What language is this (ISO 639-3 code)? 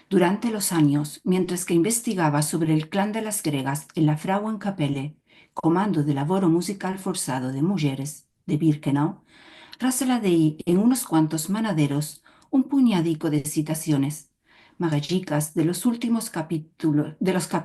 lad